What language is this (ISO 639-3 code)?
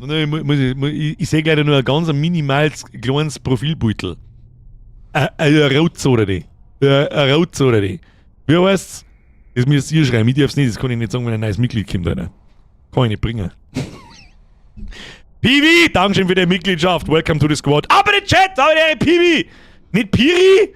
bar